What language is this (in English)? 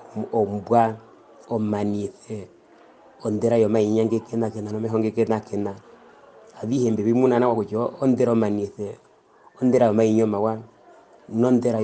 Herero